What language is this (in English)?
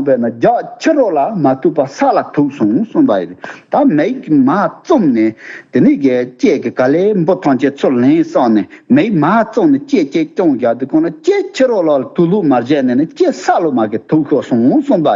Tibetan